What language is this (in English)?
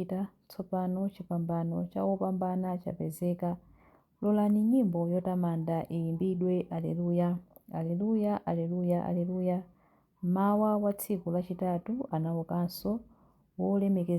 Nyanja